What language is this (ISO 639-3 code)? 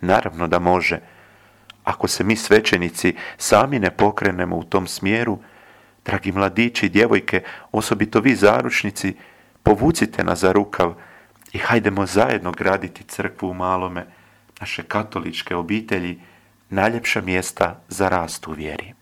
hrv